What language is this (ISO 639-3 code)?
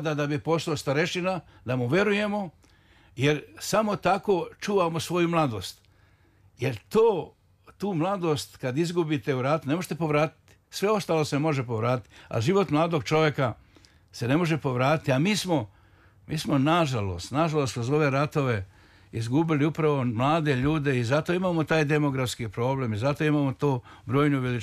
srp